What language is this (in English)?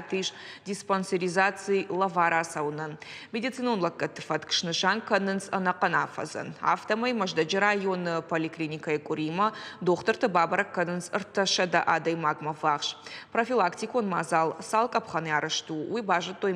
Ossetic